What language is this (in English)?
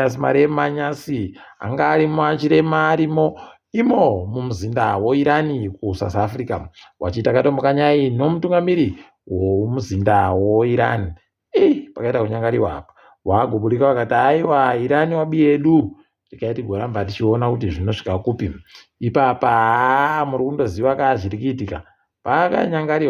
Ndau